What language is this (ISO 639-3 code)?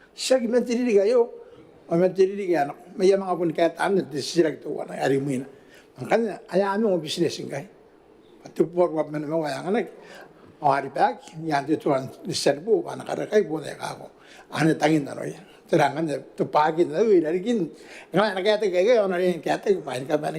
gil